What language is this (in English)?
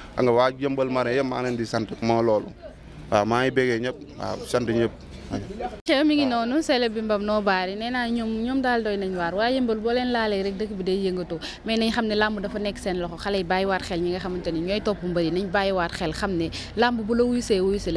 Wolof